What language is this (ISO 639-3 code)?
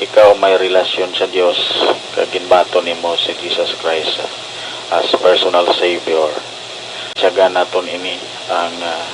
hil